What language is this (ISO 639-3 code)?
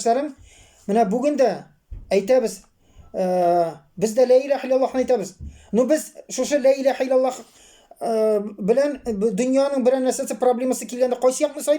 tat